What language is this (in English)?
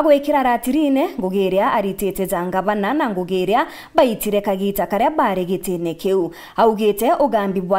Meru